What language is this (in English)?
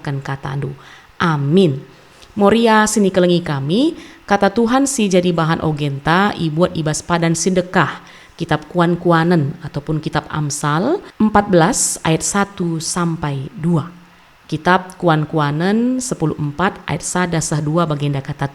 Batak Karo